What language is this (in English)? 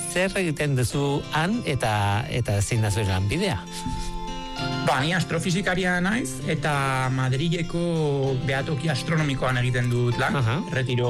Basque